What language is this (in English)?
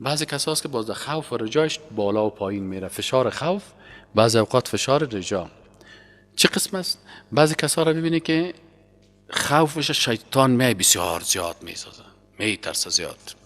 Persian